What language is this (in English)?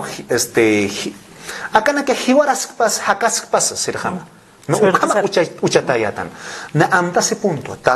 Aymara